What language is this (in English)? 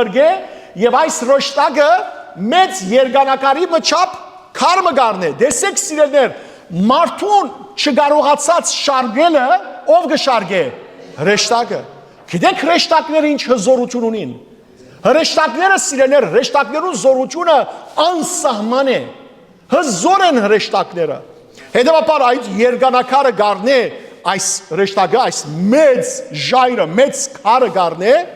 Western Armenian